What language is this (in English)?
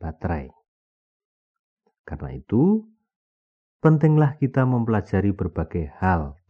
Indonesian